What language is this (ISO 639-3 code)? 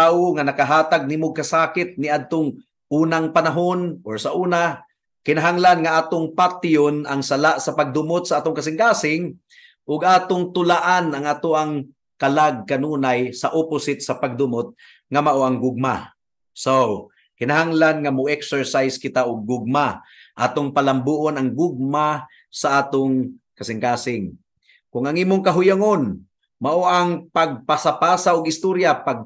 ceb